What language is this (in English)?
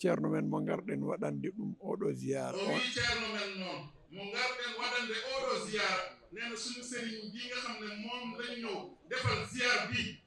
Fula